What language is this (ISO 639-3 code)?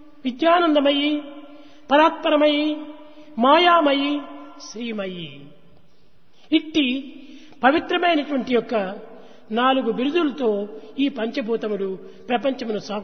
tel